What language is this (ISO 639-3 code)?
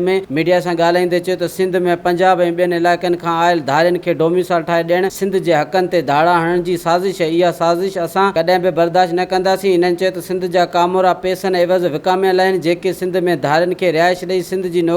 snd